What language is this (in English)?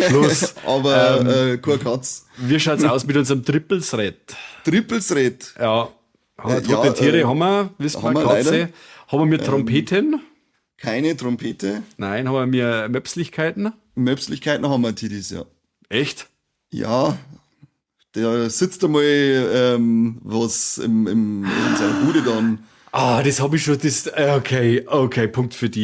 Bavarian